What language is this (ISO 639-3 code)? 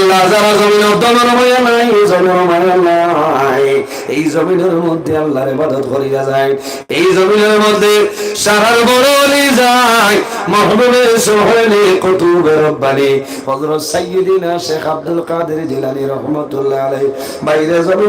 syl